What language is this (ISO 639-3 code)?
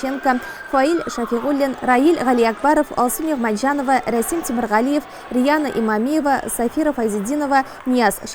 tat